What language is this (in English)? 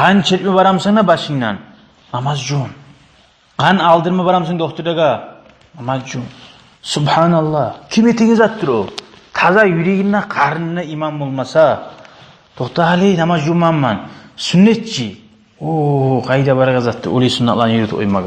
Kumyk